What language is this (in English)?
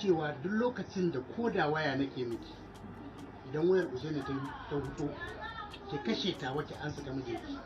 Hausa